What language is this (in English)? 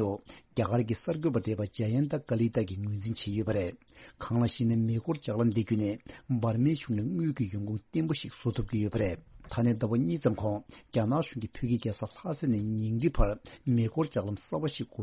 Tibetan